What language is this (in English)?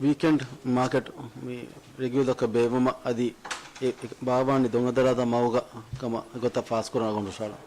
Divehi